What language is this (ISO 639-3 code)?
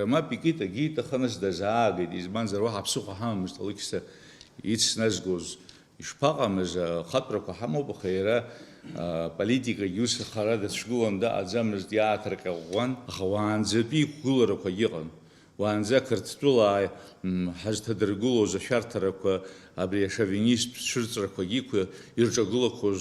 abk